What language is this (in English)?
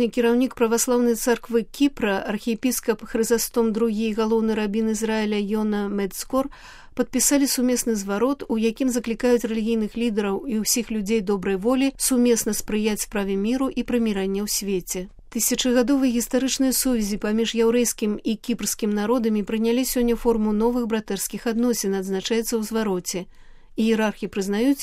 Belarusian